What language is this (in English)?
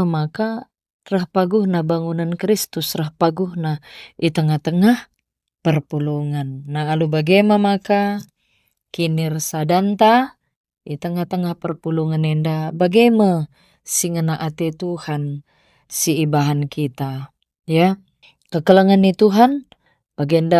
Batak Karo